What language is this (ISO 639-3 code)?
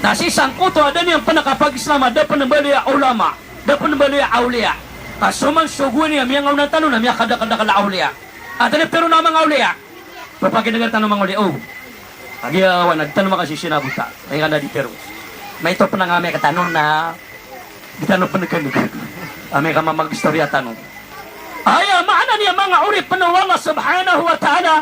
mrw